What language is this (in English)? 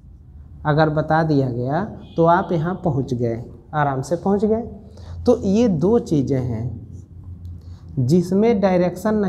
Hindi